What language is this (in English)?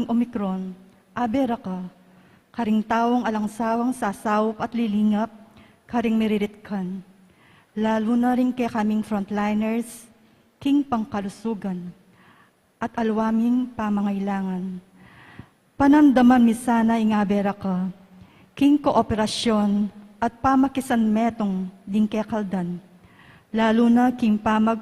Pampanga